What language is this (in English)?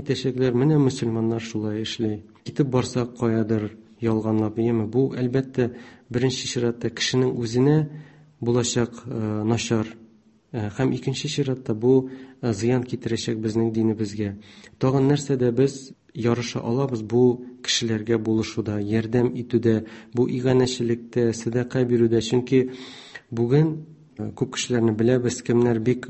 Tatar